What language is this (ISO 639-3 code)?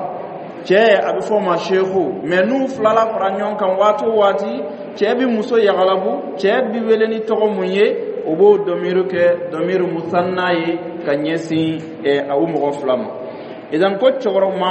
dyu